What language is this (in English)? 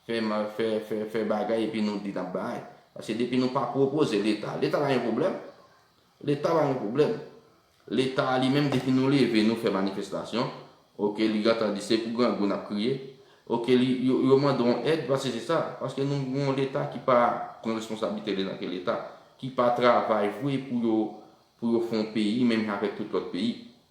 Haitian Creole